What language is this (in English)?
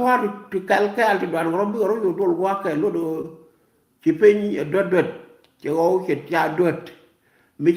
Nuer